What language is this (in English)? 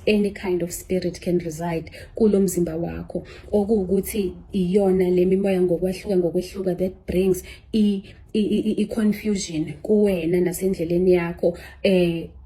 Zulu